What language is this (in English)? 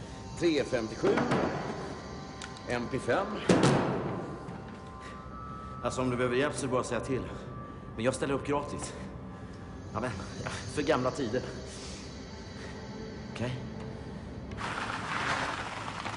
Swedish